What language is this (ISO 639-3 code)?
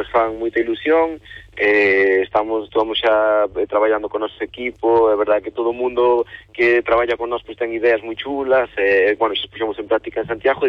glg